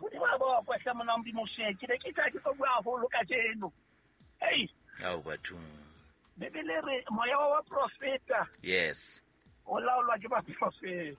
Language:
Southern Sotho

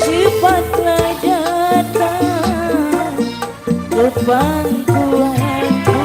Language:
Betawi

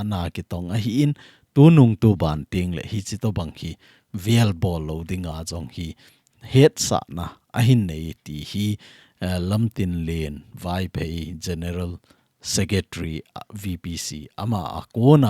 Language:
Thado Chin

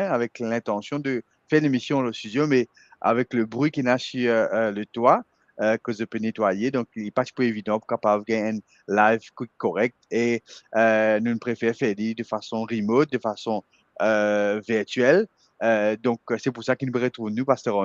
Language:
Morisyen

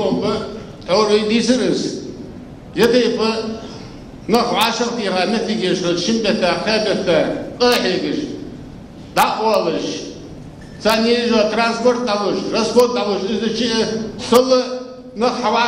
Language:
Ingush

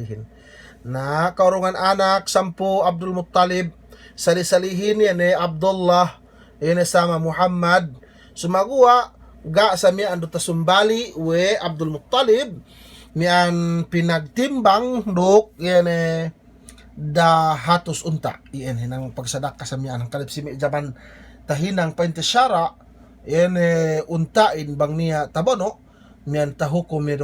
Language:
Yakan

